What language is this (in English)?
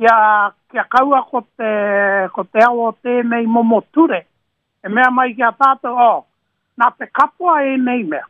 Māori